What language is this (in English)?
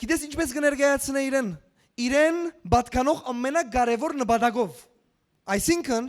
Western Armenian